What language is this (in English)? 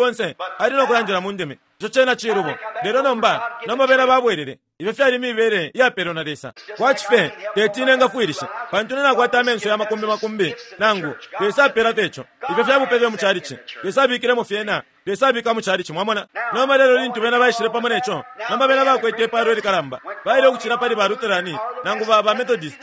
Bemba